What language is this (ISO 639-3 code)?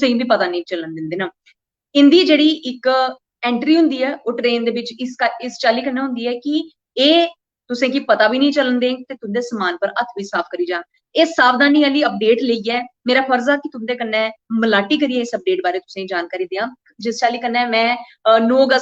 doi